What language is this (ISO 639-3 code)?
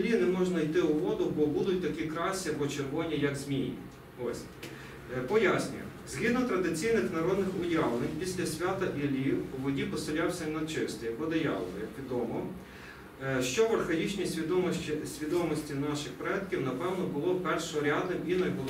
ukr